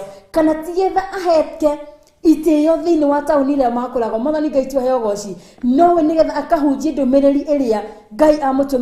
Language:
Kikuyu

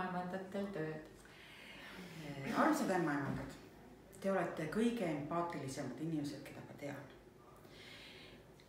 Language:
Estonian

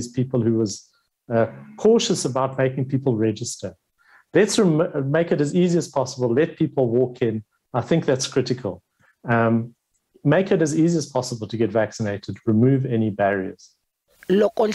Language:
Tsonga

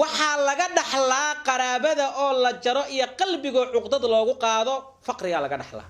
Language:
Somali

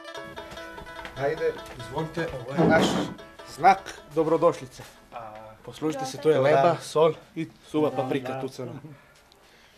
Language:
Serbian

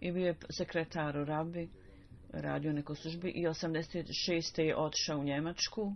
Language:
Bosnian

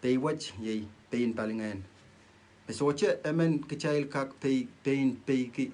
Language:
Pohnpeian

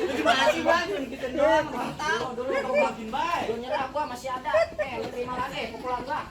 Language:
Betawi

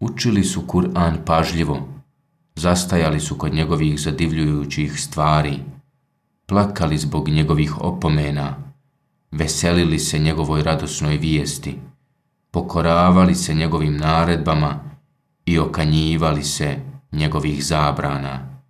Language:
Bosnian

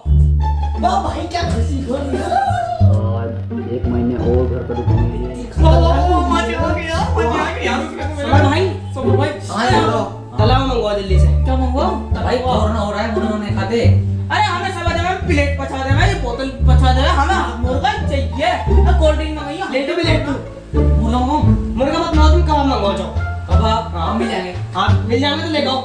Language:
Hindi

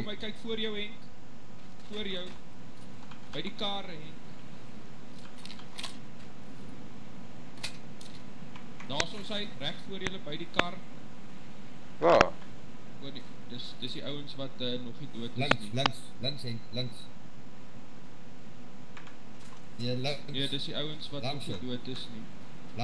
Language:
Afrikaans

